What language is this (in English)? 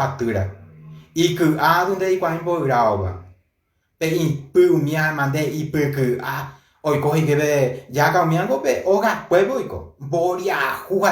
Guarani